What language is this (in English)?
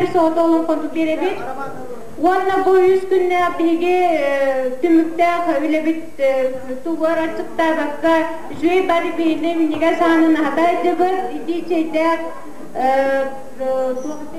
Yakut